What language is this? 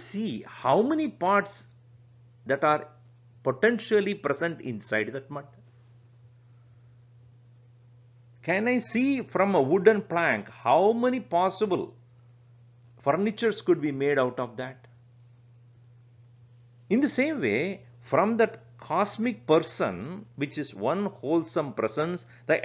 English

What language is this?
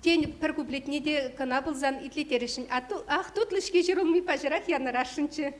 Chuvash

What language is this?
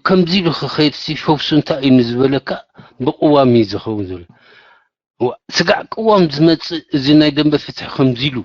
Tigrinya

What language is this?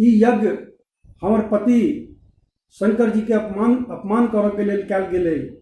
Maithili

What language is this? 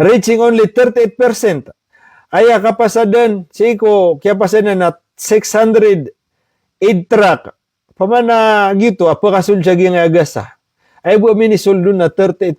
Maranao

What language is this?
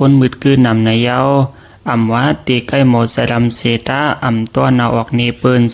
Shan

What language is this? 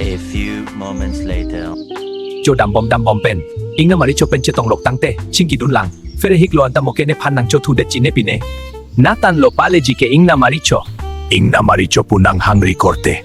Karbi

